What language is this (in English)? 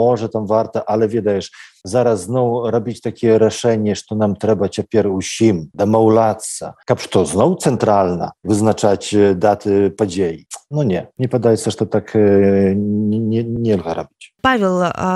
Belarusian